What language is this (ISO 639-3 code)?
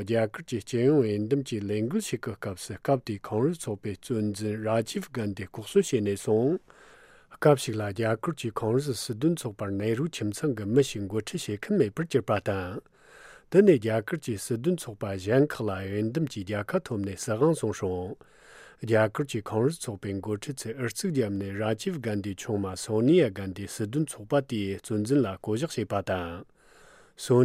bod